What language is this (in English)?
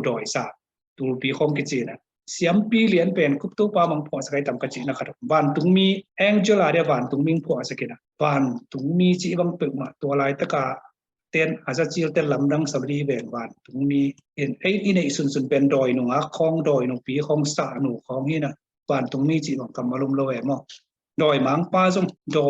Tedim Chin